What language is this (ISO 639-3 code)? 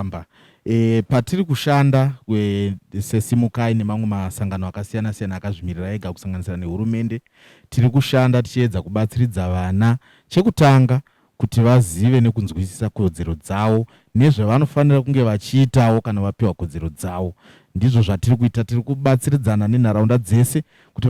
sna